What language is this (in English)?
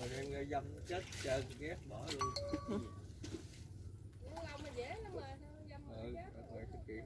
Vietnamese